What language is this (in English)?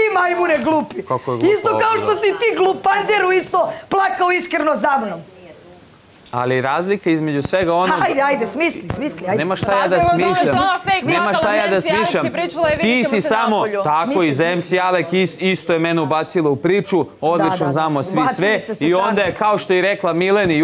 Serbian